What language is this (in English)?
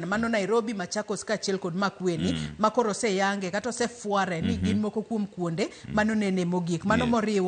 Luo (Kenya and Tanzania)